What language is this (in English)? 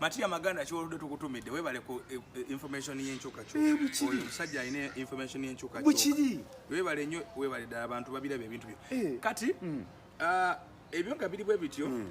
Ganda